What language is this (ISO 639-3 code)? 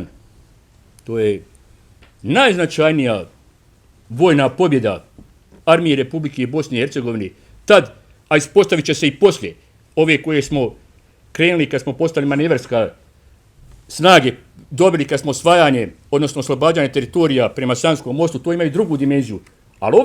bos